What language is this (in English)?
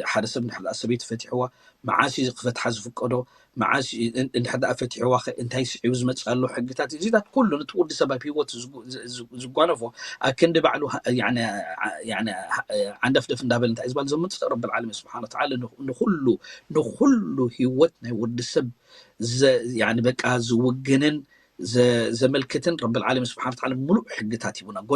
Tigrinya